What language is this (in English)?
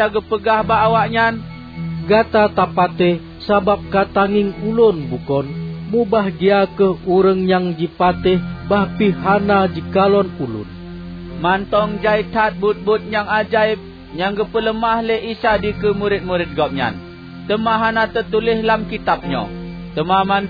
Achinese